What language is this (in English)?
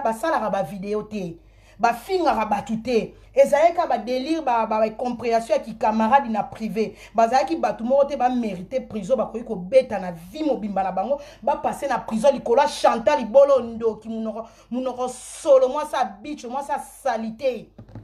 Lingala